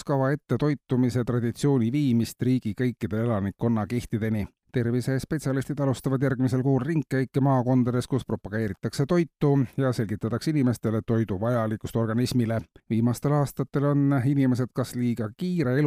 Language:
Estonian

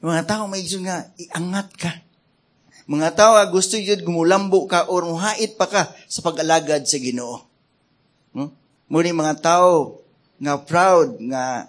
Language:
Cebuano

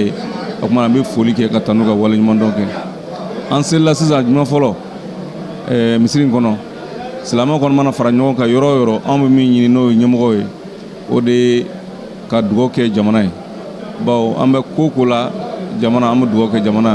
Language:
Bambara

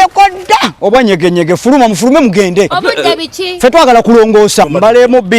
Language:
Ganda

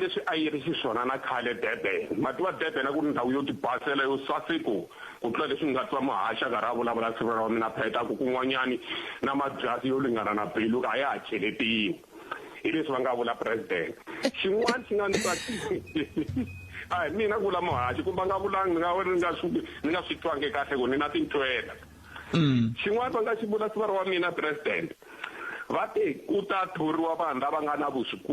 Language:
Tsonga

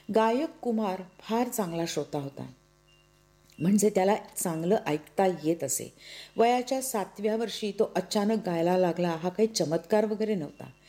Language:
Marathi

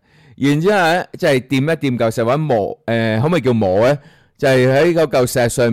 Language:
Cantonese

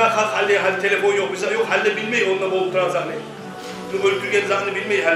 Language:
Kumyk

